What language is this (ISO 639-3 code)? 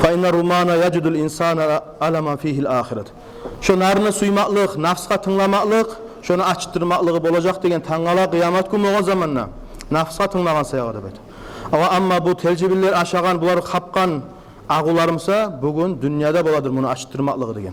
kum